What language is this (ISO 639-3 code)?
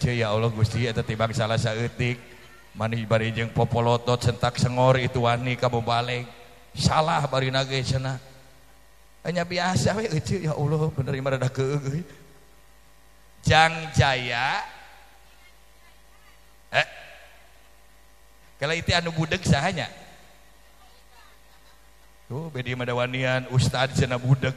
sun